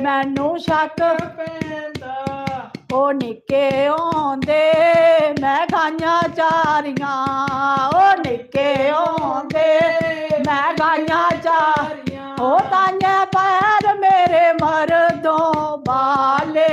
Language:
Dogri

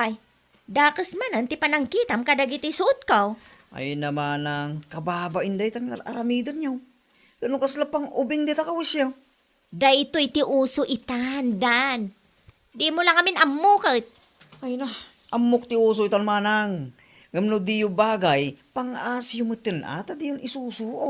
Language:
Iloko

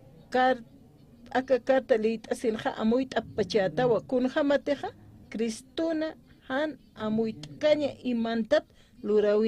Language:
Aymara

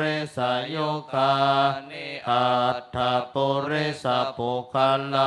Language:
Pali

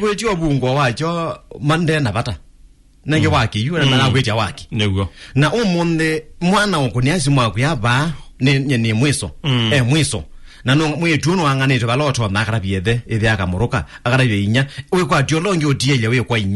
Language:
Kamba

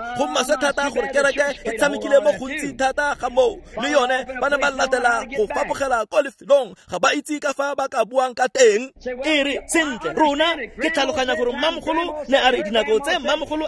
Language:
Tswana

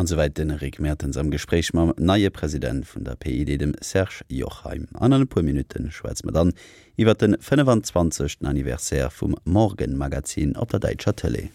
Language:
Luxembourgish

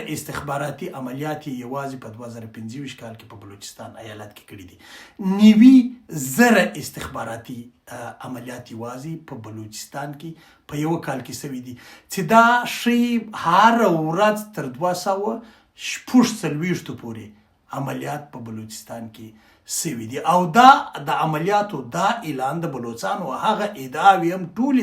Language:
Pashto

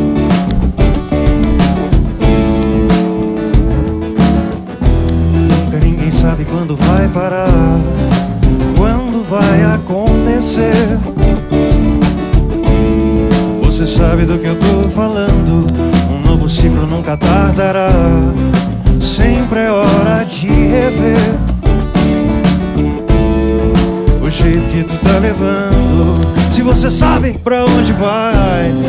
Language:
Portuguese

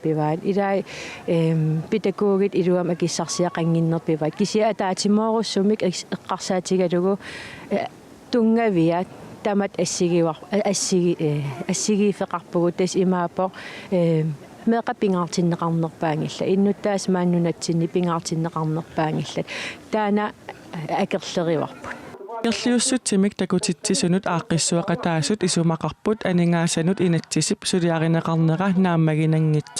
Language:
Kalaallisut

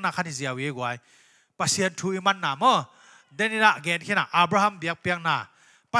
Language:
Tedim Chin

